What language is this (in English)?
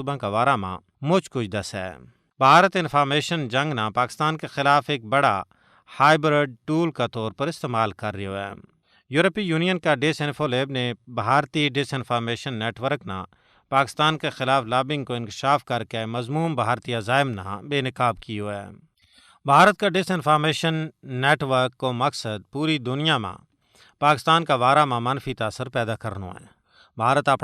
Gujari